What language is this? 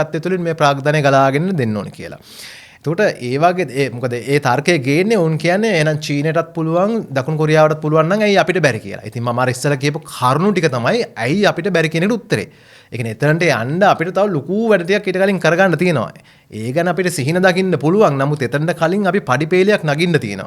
Sinhala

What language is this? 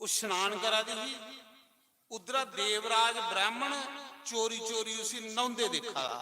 Dogri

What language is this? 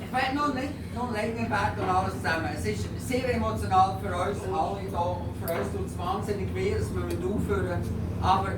Swiss German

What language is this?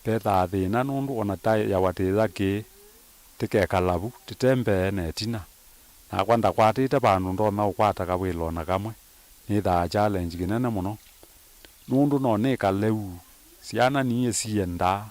Kamba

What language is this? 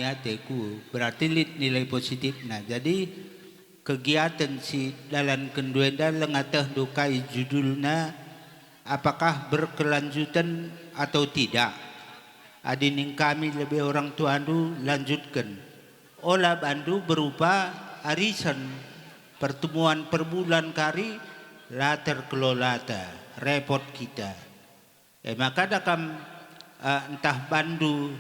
Batak Karo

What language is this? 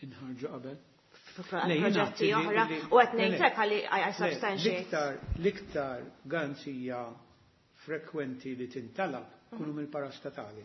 Maltese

